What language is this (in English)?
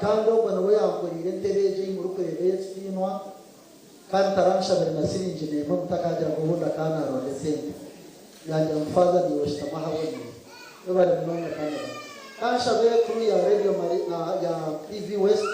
Nyankole